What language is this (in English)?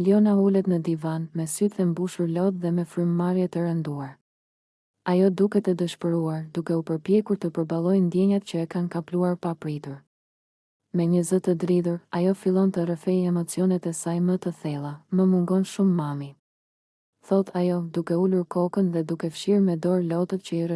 Albanian